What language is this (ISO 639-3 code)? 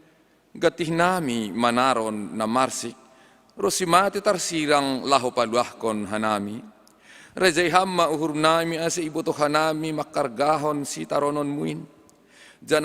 bts